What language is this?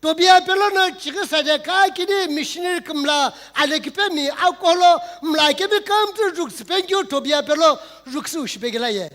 Sumi Naga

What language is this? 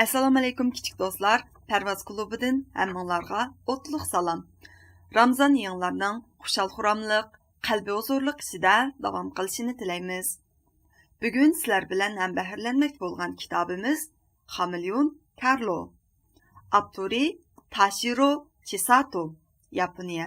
Uyghur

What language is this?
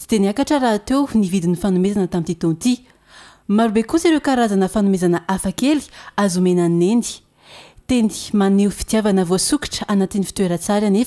Malagasy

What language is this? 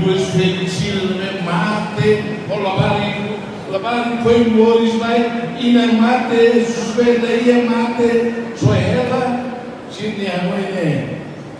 Tetum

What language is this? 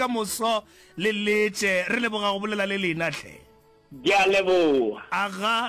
Northern Sotho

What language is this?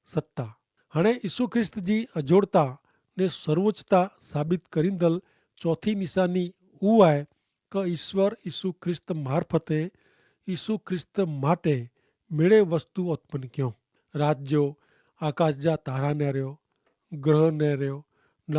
Kachhi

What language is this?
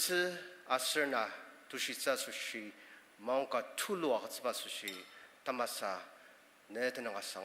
Ao Naga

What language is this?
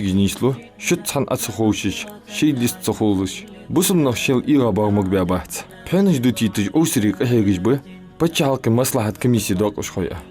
Ingush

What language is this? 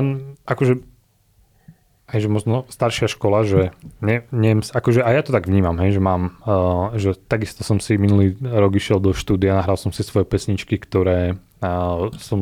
Slovak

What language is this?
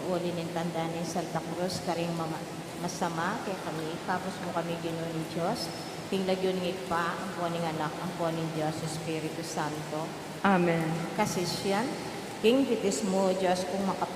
Pampanga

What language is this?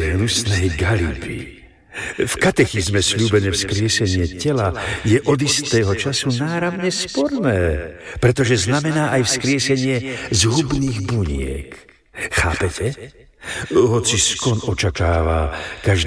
Slovak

